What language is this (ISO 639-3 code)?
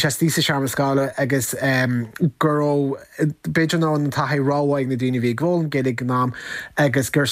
gle